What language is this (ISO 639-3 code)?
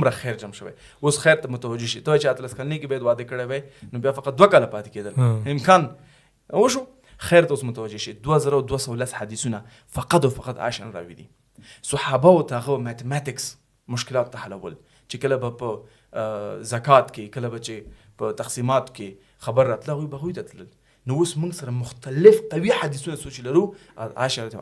pus